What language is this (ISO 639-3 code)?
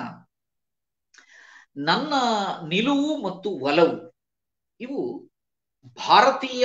kan